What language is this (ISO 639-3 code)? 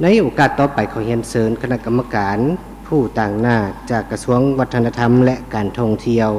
lao